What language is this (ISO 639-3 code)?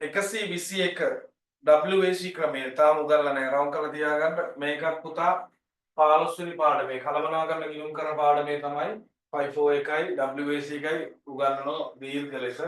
sin